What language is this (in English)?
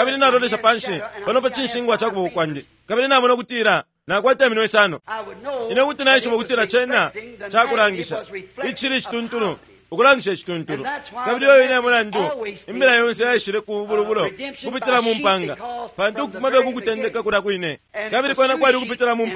Bemba